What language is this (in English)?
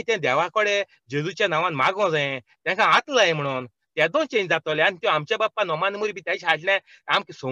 Konkani